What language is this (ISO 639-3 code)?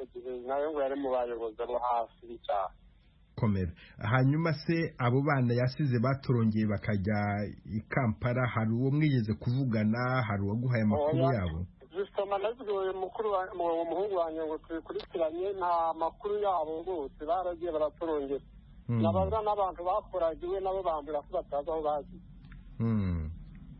kin